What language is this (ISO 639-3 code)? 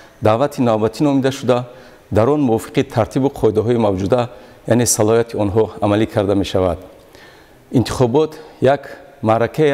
tgk